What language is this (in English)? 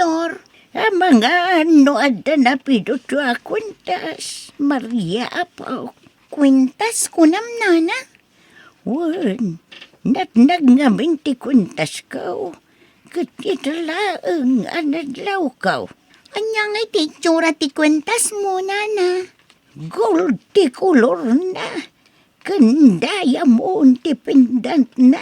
Iloko